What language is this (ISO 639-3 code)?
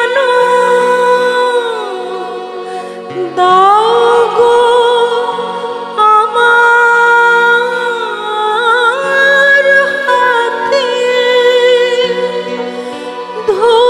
ben